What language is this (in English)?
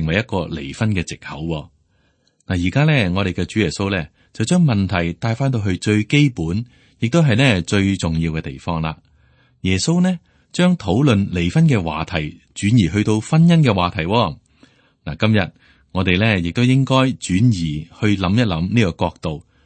Cantonese